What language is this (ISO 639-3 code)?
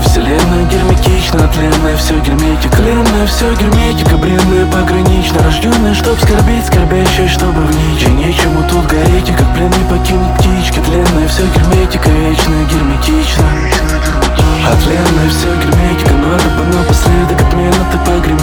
rus